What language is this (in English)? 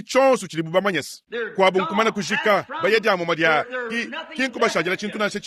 Luba-Lulua